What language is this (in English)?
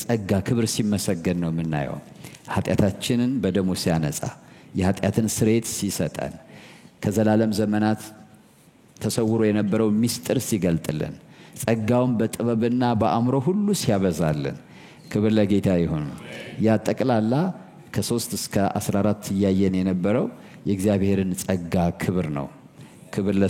Amharic